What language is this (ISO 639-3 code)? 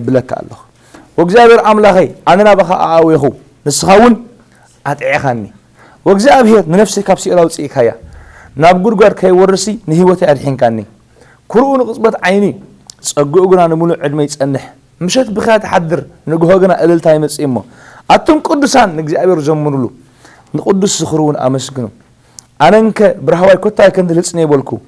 tir